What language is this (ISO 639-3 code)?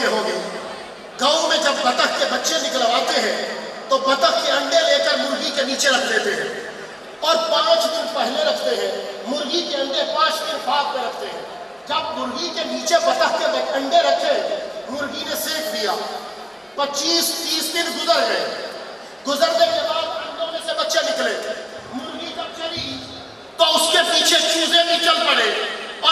urd